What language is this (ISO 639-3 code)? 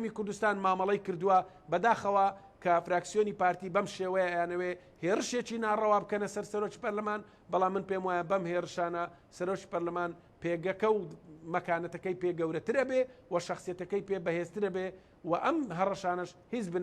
ckb